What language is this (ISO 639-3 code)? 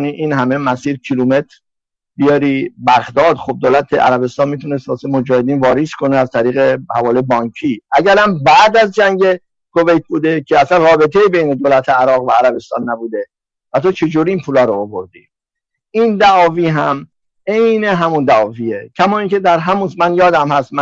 fas